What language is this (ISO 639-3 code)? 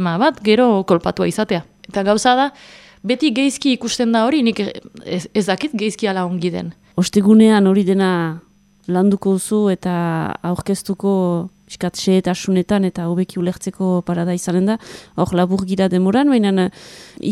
eus